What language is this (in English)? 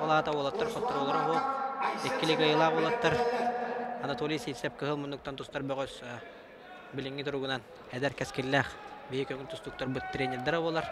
Yakut